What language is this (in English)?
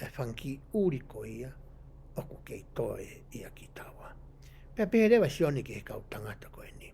Tongan